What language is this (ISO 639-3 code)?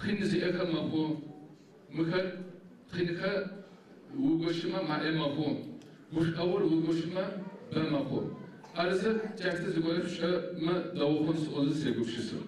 ady